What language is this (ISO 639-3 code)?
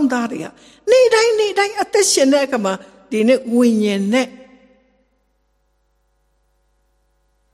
mya